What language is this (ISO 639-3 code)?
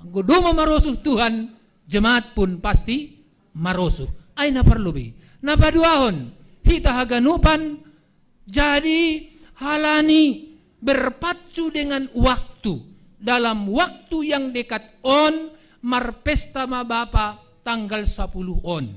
bts